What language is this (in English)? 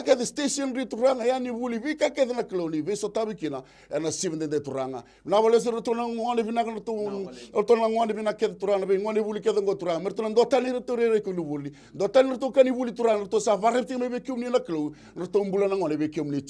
Fijian